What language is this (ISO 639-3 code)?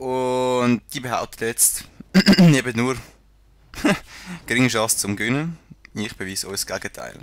gsw